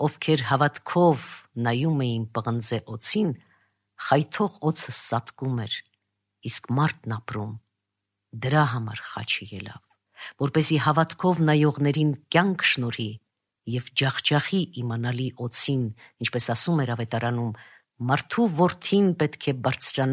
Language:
Armenian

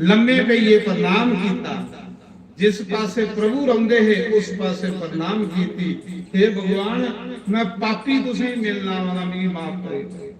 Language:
Dogri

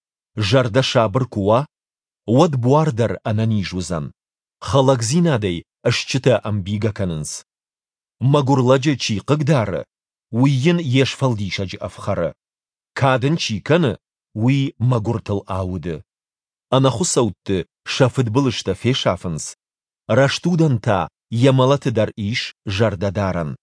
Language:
Ossetic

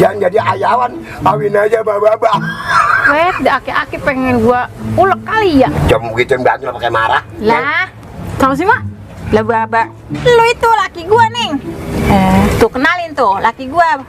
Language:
Betawi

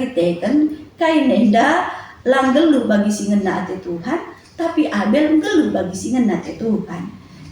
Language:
Batak Karo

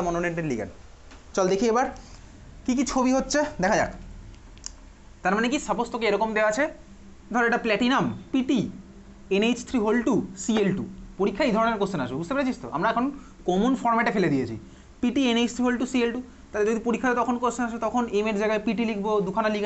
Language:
Bangla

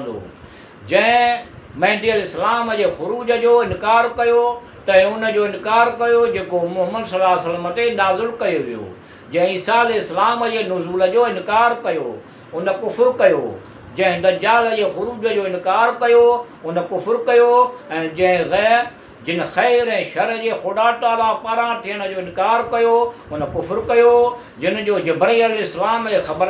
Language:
Sindhi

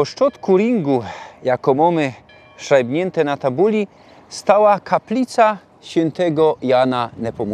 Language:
Silesian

